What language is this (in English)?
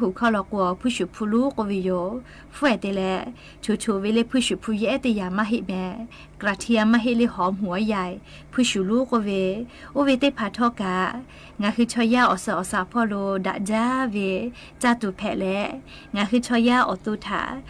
Lahu